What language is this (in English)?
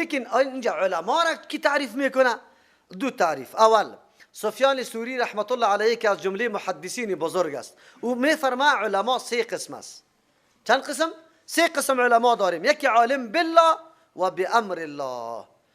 Persian